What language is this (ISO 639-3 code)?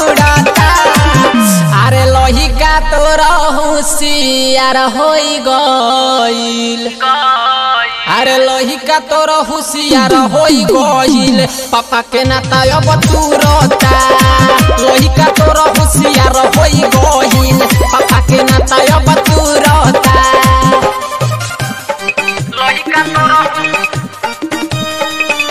bho